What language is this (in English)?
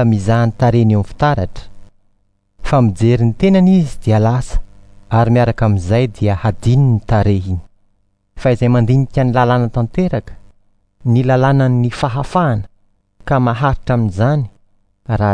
Malagasy